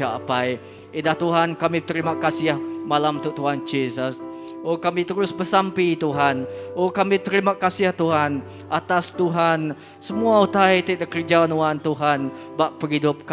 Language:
Iban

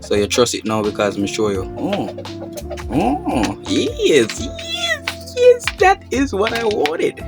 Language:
Jamaican Creole English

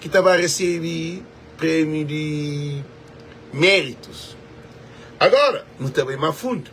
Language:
Kabuverdianu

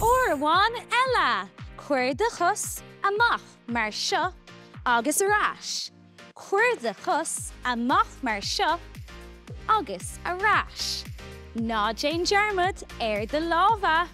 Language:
Irish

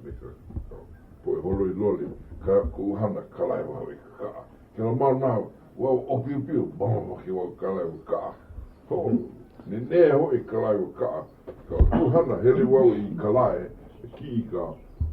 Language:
Hawaiian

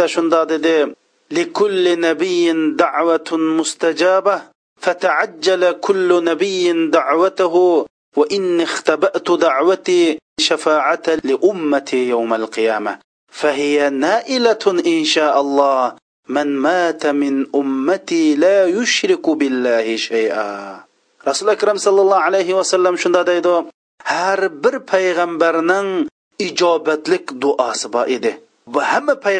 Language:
Uyghur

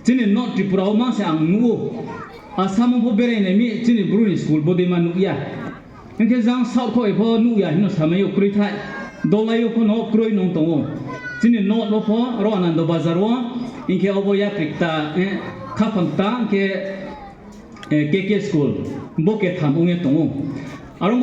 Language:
Riang (India)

